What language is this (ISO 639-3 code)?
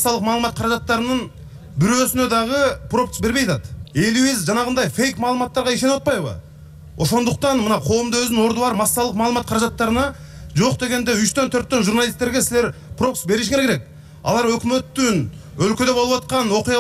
kir